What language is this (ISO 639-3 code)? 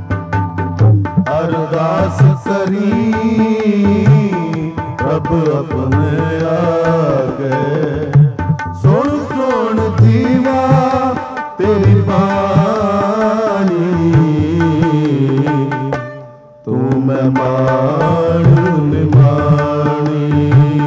pan